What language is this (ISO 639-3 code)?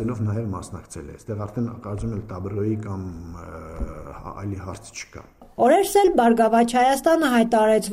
hye